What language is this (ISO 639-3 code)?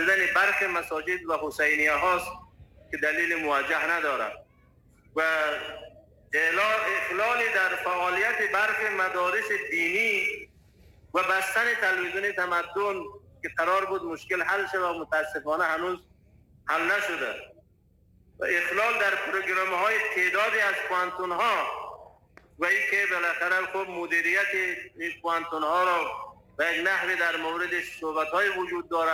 fas